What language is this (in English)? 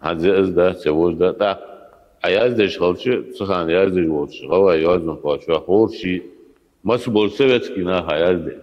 Ingush